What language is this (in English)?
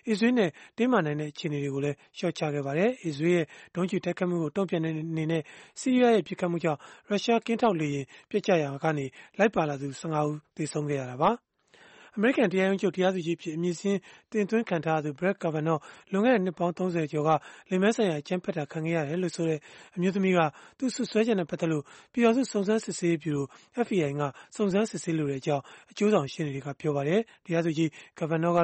Burmese